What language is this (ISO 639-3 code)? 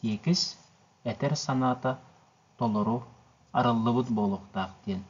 sah